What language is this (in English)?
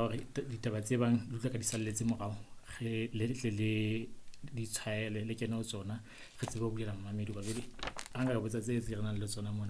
Southern Sotho